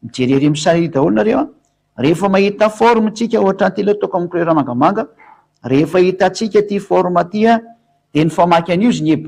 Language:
Malagasy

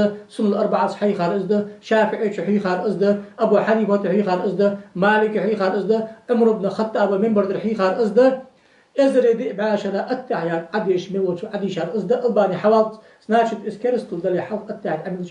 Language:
Ingush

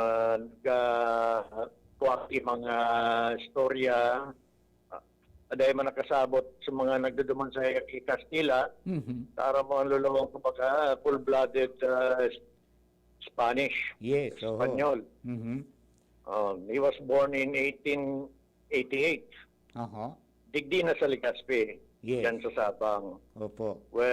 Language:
Bikol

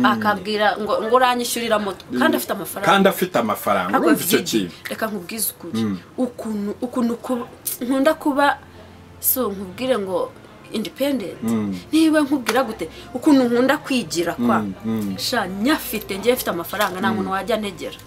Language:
Kinyarwanda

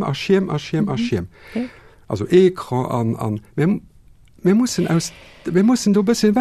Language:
Luxembourgish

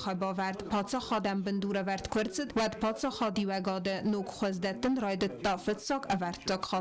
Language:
Ossetic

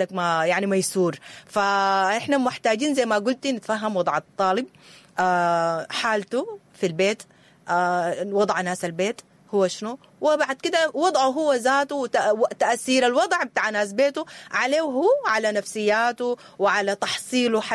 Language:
Sudanese Arabic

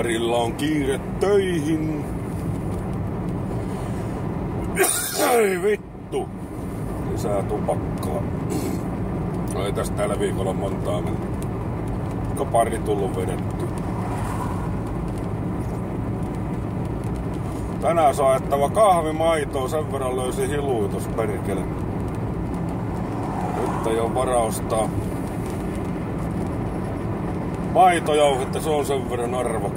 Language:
Finnish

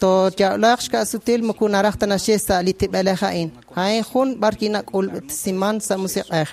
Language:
Kekchí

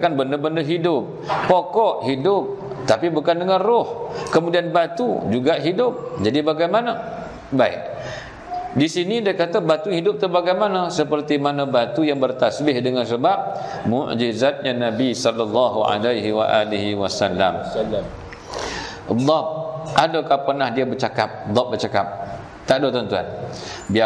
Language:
Malay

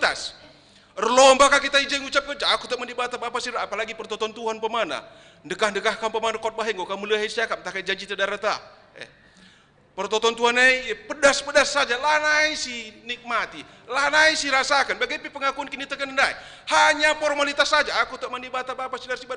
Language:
Batak Karo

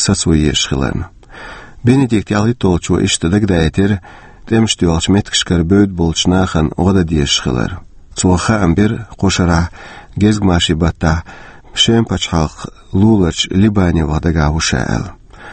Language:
Chechen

